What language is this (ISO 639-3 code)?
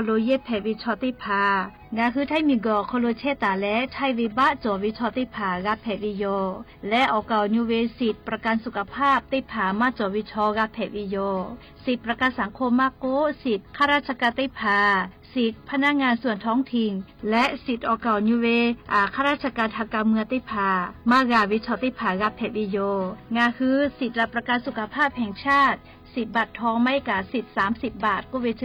lhu